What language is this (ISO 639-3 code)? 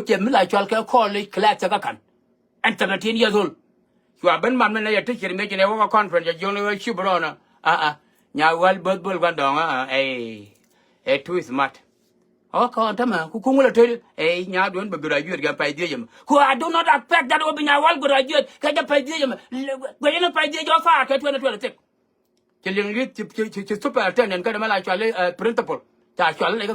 nus